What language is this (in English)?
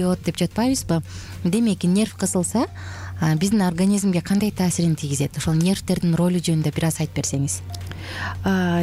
Kyrgyz